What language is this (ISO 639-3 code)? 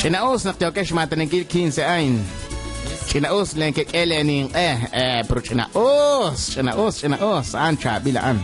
kek